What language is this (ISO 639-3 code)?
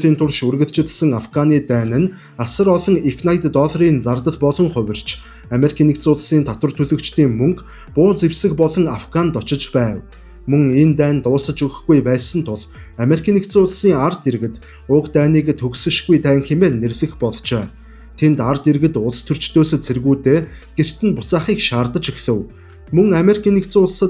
mon